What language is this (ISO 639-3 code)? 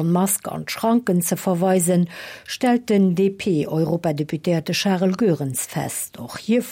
ltz